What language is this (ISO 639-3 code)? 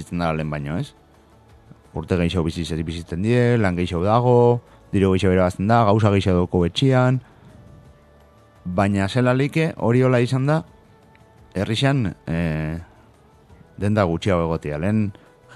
eus